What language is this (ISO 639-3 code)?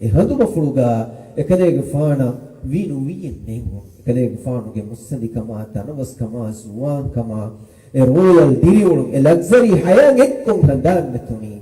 div